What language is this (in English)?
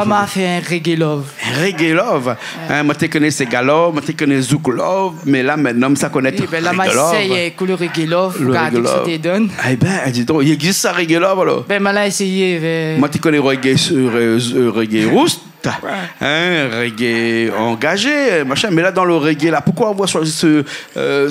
Réunion Creole French